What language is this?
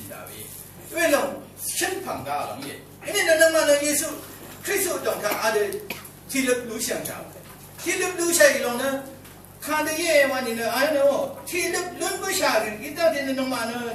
Rawang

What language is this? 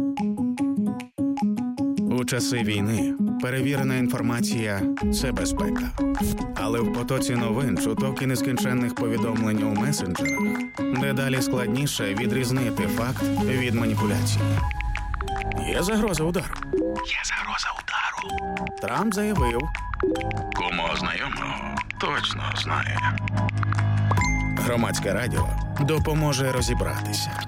Ukrainian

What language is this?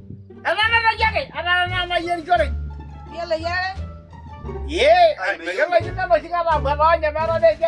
Masai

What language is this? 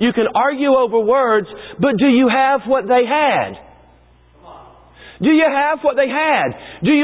English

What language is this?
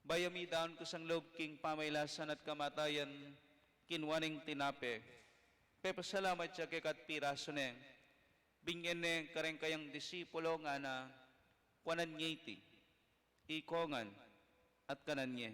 Pampanga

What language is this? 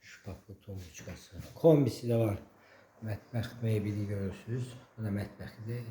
Azerbaijani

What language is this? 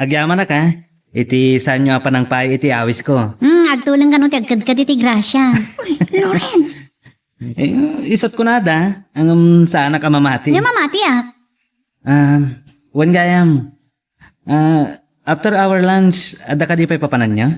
Iloko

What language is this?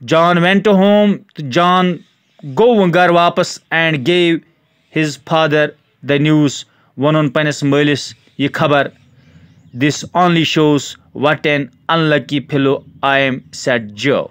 Kashmiri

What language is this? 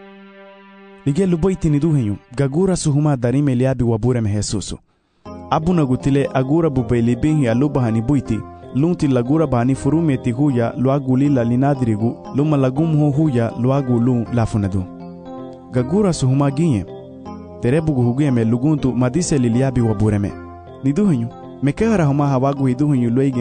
Garifuna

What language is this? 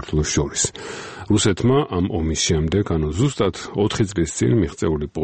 Georgian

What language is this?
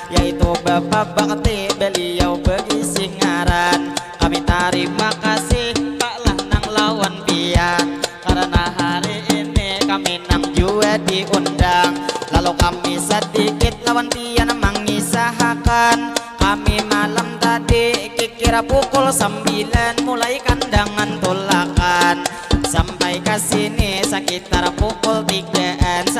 Banjar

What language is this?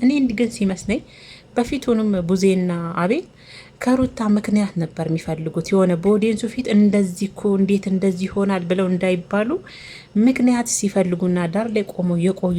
Amharic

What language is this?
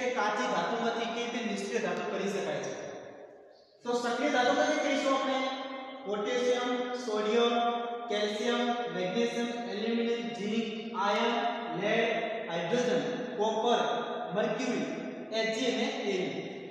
Gujarati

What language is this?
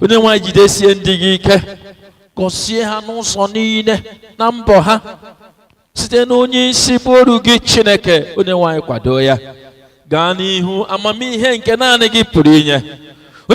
Igbo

